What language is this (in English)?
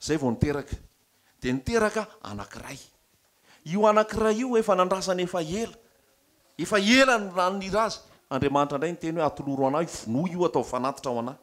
Malagasy